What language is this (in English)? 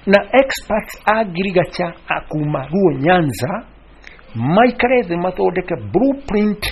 Kikuyu